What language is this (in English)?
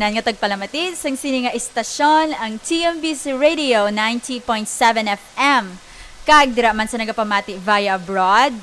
Hiligaynon